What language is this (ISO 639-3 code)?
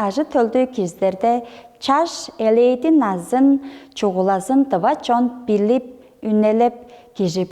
tyv